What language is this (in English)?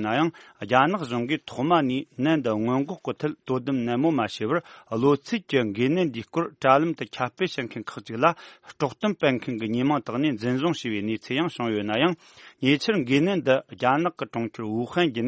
Tibetan